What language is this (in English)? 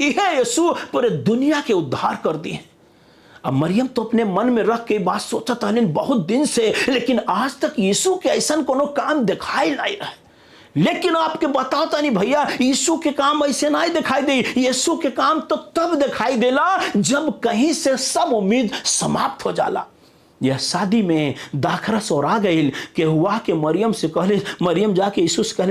Bhojpuri